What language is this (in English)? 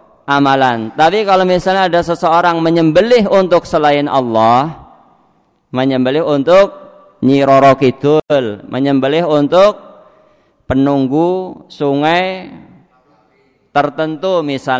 Indonesian